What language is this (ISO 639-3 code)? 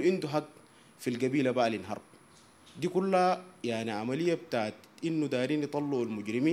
apd